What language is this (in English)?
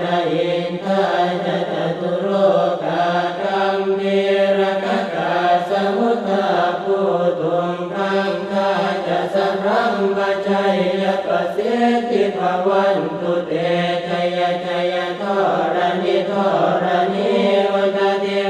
Pali